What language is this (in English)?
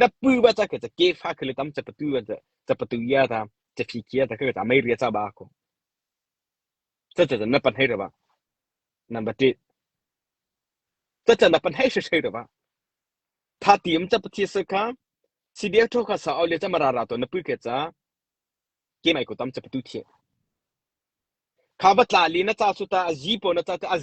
Mara Chin